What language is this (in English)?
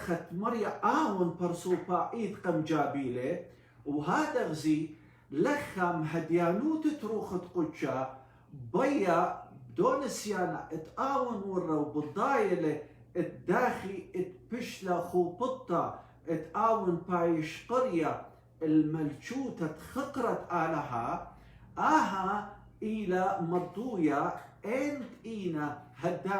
Assyrian Neo-Aramaic